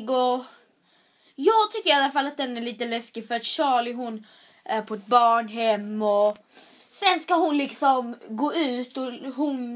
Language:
Swedish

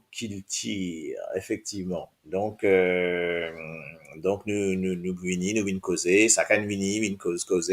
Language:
Morisyen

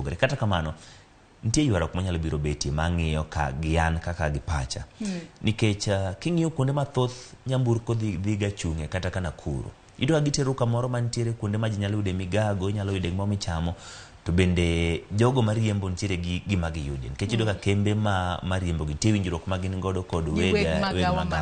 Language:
Luo (Kenya and Tanzania)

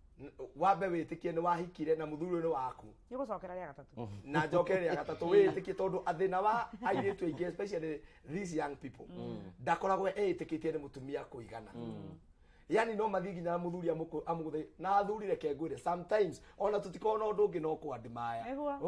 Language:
Kikuyu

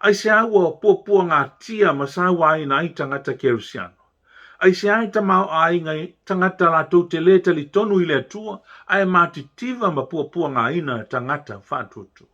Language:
Samoan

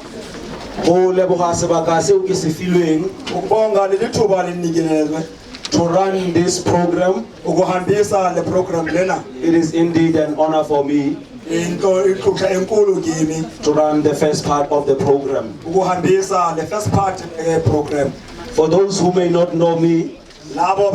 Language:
Southern Sotho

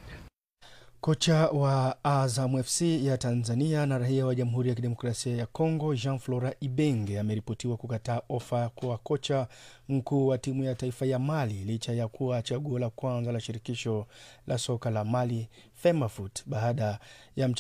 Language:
Swahili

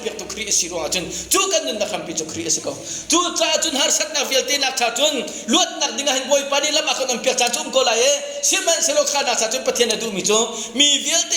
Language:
Hakha Chin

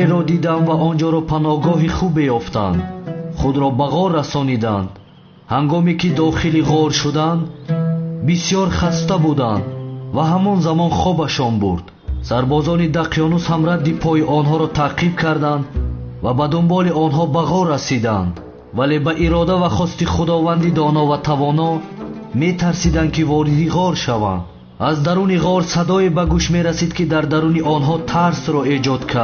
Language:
Tajik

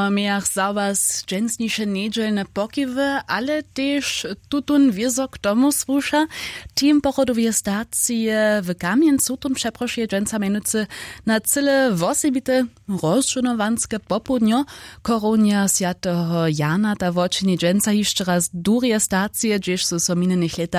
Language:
Upper Sorbian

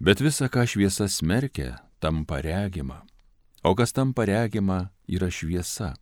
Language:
Lithuanian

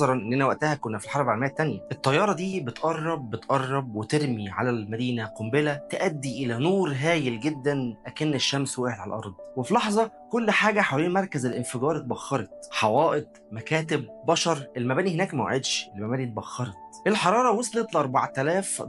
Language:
Egyptian Arabic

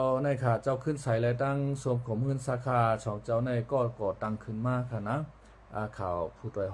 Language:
Shan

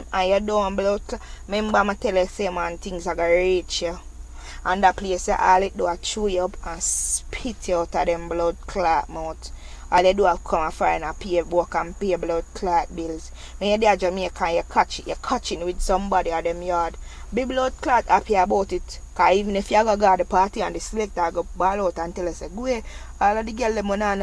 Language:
Jamaican Creole English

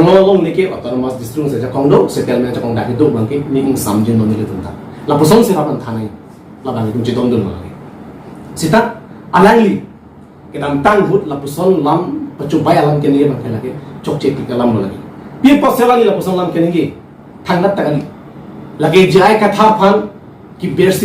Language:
Karbi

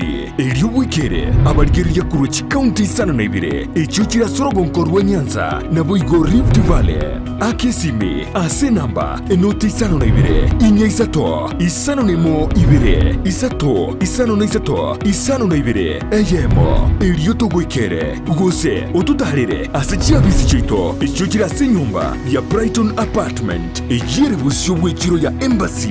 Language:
Gusii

